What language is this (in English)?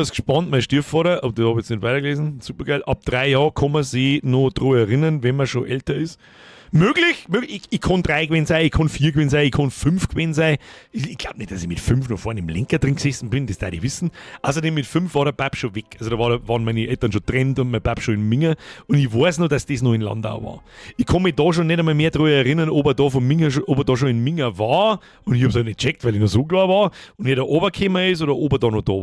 Bavarian